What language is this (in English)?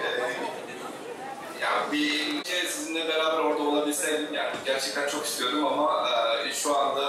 Turkish